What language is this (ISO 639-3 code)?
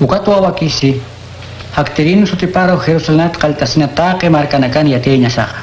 aym